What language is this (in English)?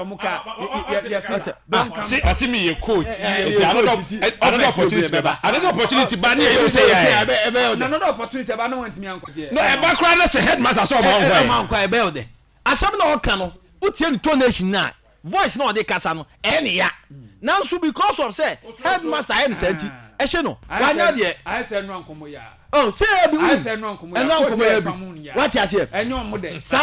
Akan